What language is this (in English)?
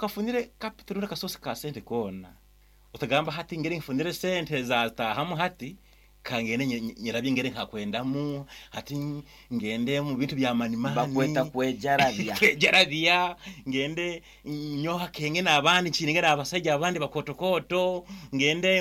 Nyankole